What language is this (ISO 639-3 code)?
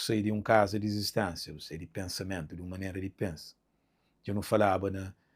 kea